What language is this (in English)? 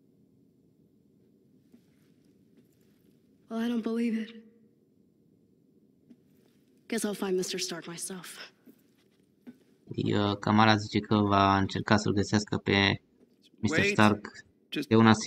Romanian